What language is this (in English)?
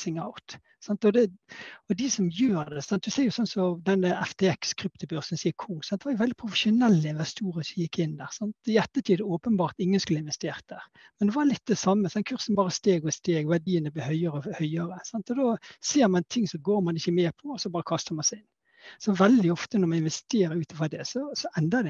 Norwegian